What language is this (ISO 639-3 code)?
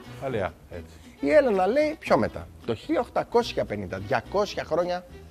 ell